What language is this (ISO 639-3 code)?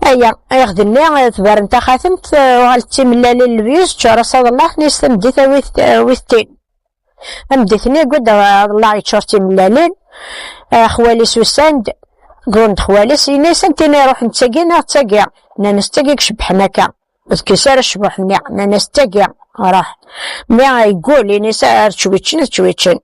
kab